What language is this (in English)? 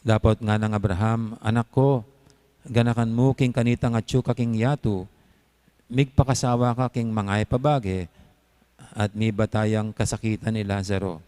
Pampanga